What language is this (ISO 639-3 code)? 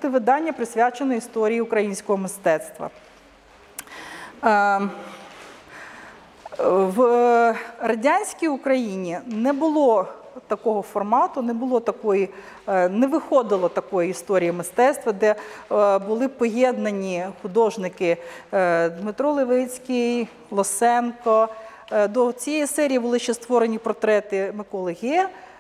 ukr